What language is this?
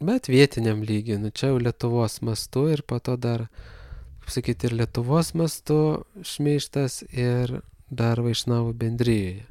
Lithuanian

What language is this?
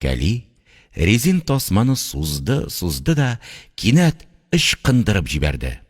Tatar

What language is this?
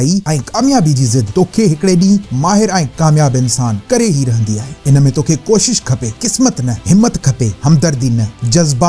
Sindhi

